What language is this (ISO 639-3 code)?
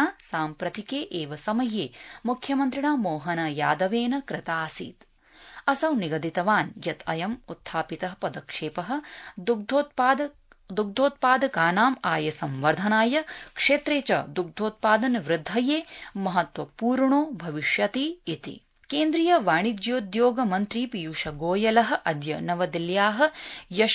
san